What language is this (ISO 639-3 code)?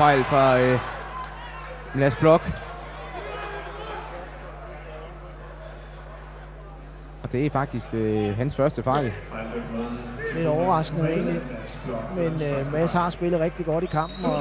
dan